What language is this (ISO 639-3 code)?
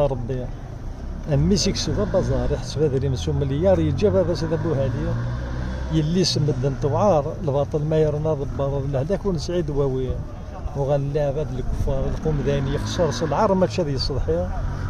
kab